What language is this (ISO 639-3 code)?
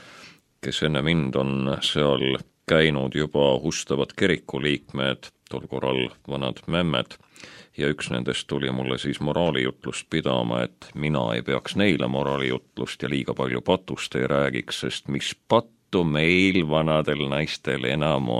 est